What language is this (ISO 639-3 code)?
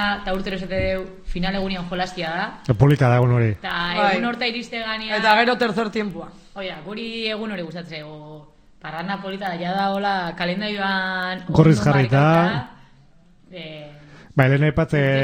eus